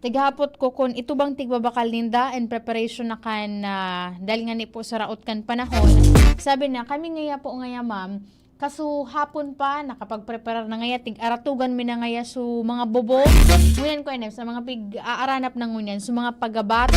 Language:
Bikol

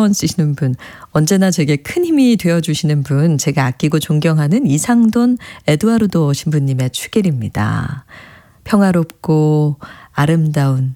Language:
Korean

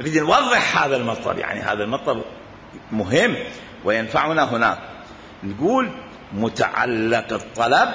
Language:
Mesopotamian Arabic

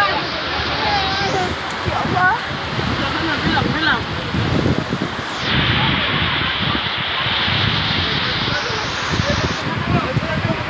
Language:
Indonesian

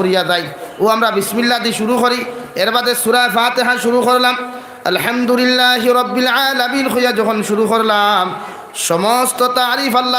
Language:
Sylheti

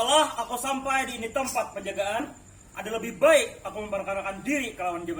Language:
Banjar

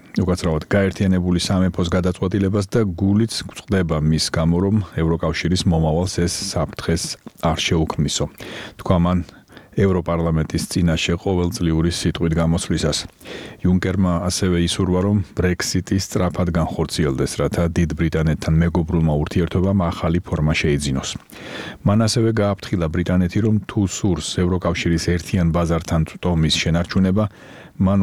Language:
Georgian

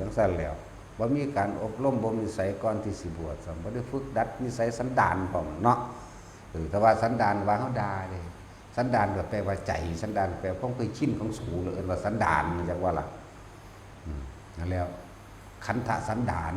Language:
Northeastern Thai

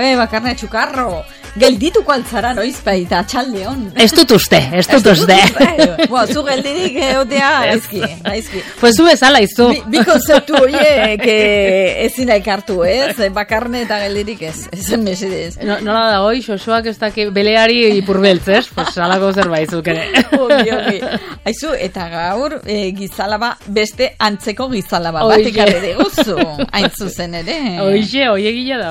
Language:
Basque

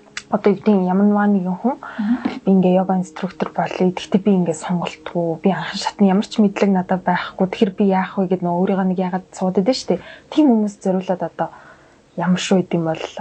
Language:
Mongolian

